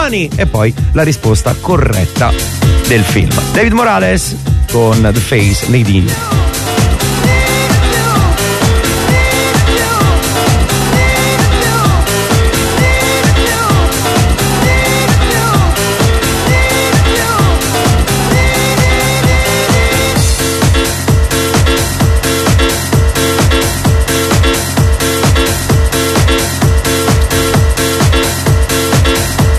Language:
Italian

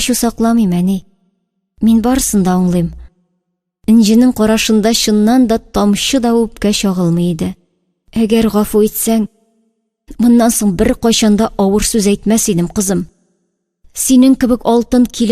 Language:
Tatar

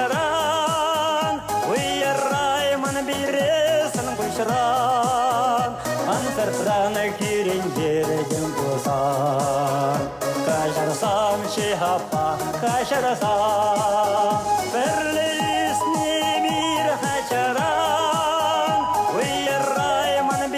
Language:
Chuvash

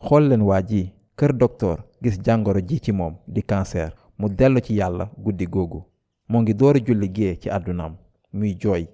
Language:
Wolof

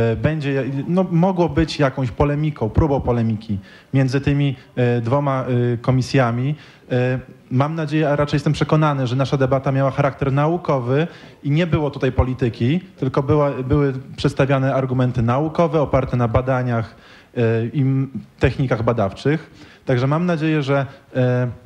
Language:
Polish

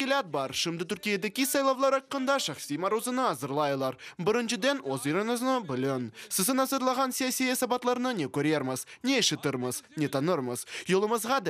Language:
Crimean Tatar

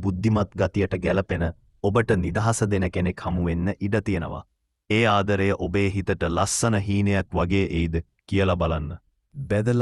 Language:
Sinhala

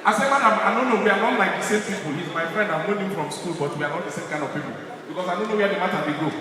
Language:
Nigerian Pidgin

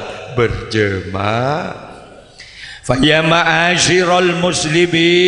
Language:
Madurese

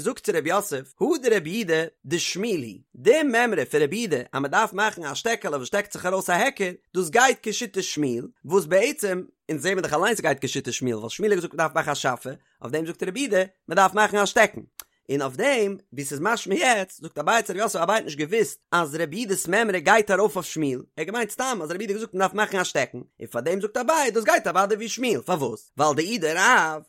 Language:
Yiddish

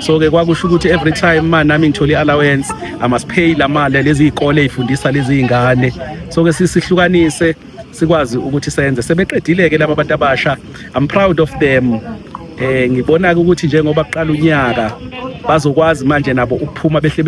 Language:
Zulu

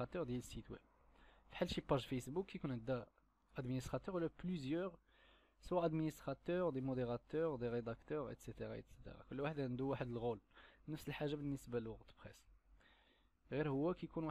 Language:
Moroccan Arabic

